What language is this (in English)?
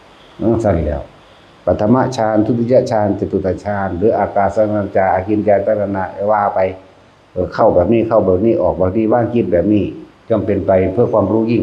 Northeastern Thai